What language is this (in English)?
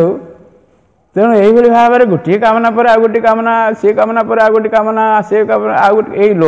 Odia